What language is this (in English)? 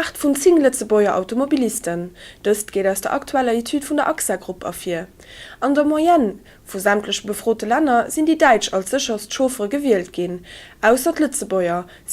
Luxembourgish